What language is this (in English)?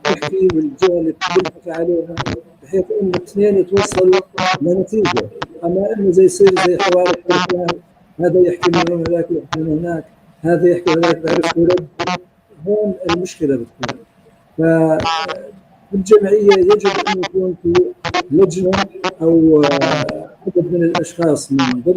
North Levantine Arabic